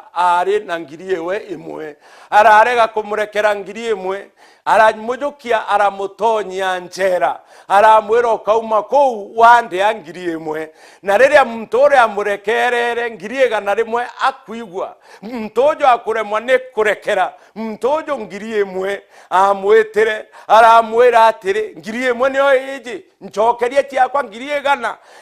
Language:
Meru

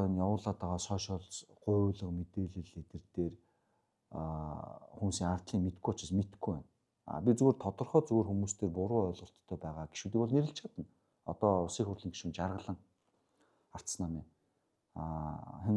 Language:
Mongolian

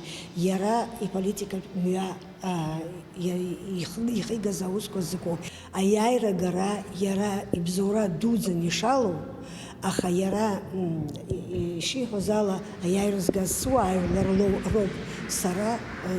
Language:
Abkhazian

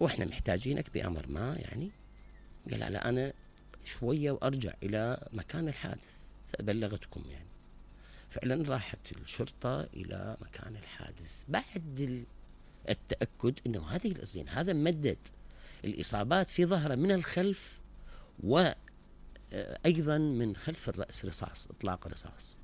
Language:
Mesopotamian Arabic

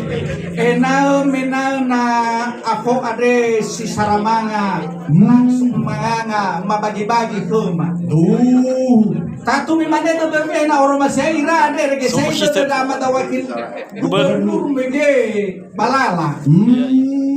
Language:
Nias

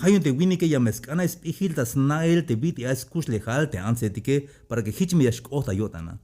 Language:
Tzeltal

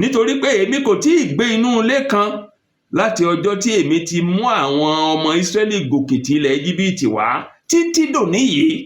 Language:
Yoruba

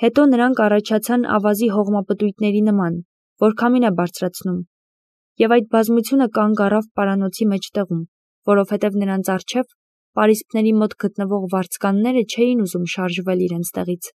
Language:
Armenian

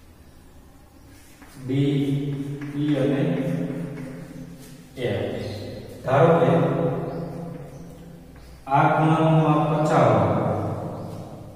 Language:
Gujarati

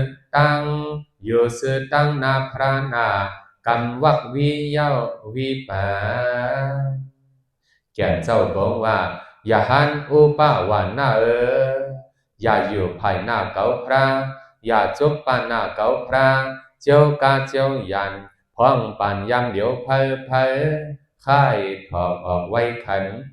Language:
Shan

